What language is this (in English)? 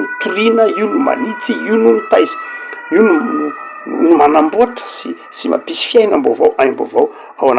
Malagasy